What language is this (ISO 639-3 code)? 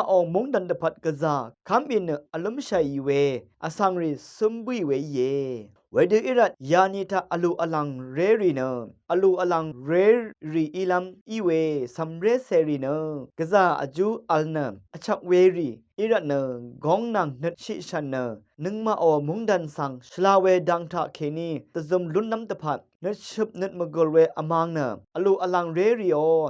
raw